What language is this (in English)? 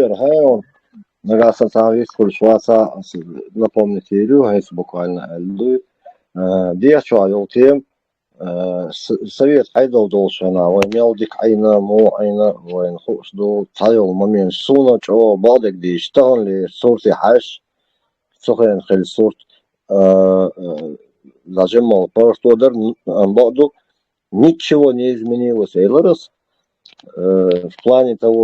Chechen